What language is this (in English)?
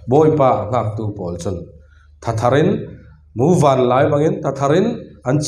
Falam Chin